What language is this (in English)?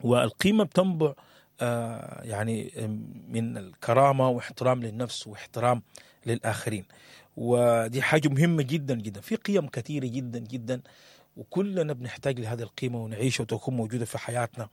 Sudanese Arabic